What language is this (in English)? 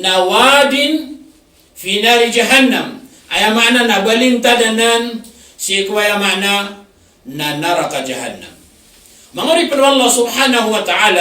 Maranao